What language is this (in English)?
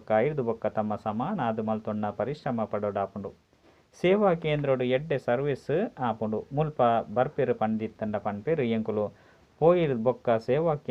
Tulu